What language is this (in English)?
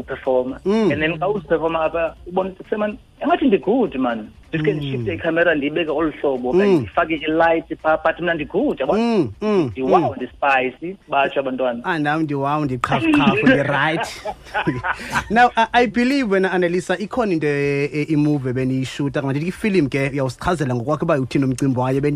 Xhosa